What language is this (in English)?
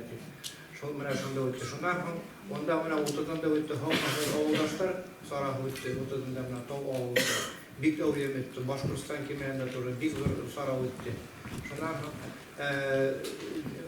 Bashkir